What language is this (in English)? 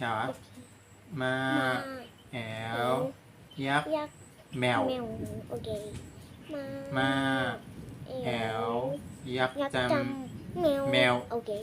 Shan